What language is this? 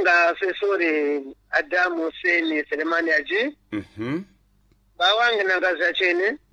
Sena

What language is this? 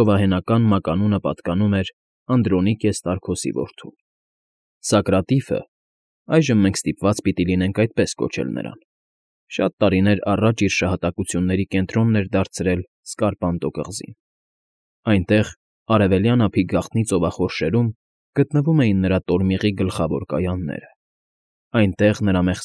Armenian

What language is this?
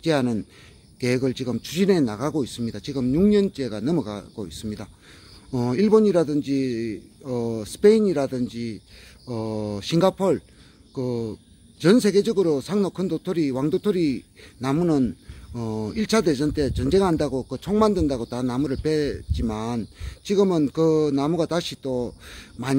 Korean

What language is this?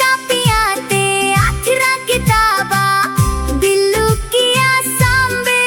Dogri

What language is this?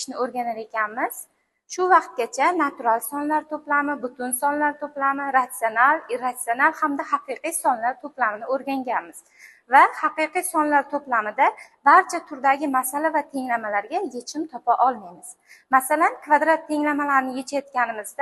Uzbek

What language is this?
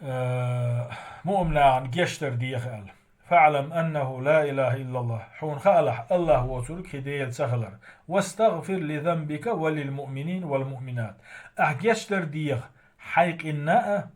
Chechen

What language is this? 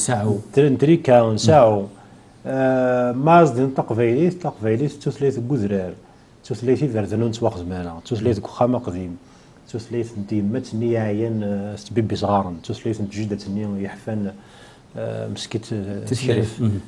Kabyle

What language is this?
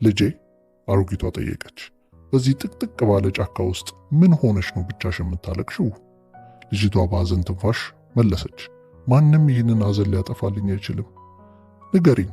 Amharic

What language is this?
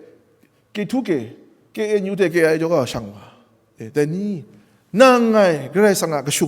Kachin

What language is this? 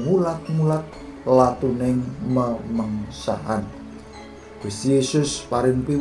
Javanese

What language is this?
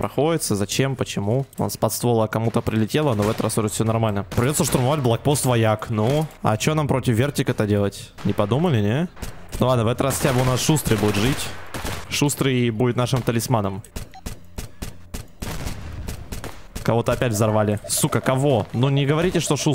Russian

